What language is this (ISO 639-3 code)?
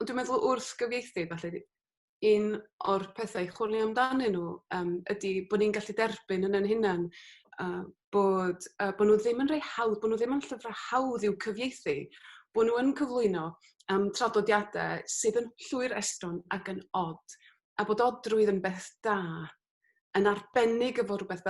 cym